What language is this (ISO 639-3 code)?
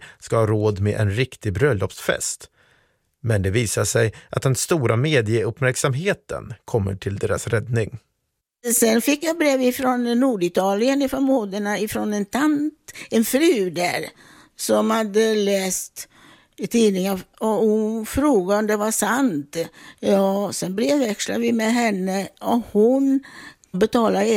swe